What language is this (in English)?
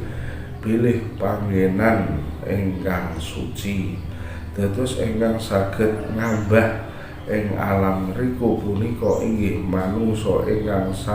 Javanese